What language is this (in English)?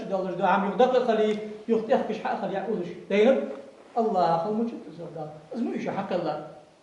Ingush